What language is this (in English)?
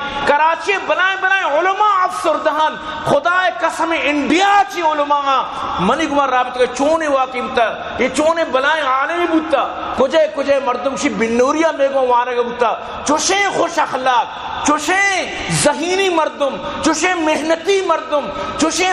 Eastern Balochi